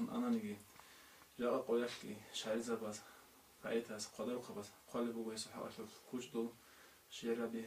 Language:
Avaric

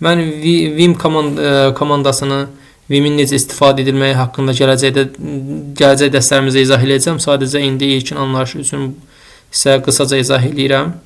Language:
Azerbaijani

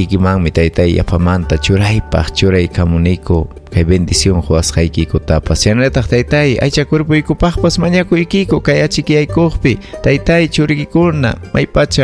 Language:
Ayacucho Quechua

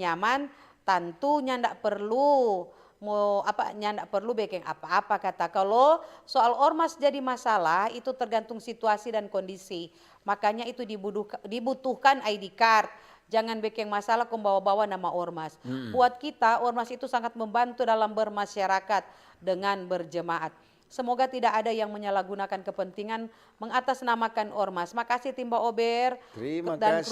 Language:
Manado Malay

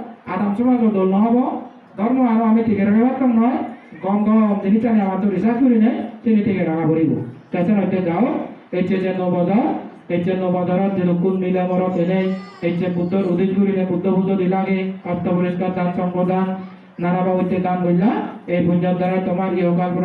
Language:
Chakma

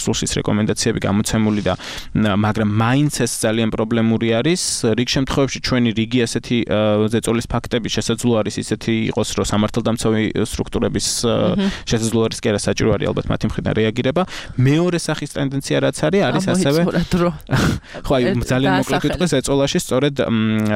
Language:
Georgian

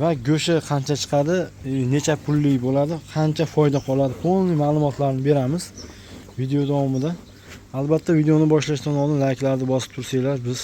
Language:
Uzbek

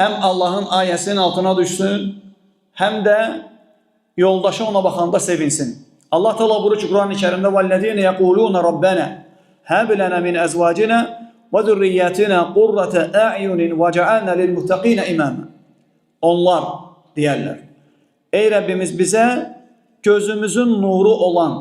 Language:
Azerbaijani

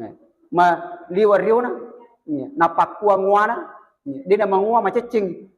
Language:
Buginese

